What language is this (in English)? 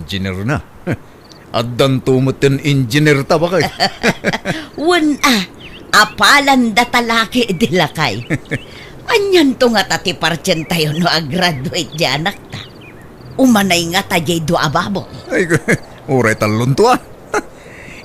Iloko